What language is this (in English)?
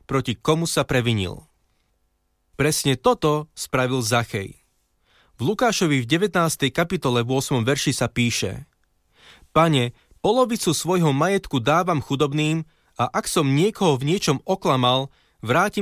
Slovak